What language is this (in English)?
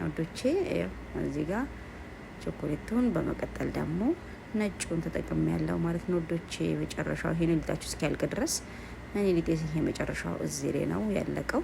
Amharic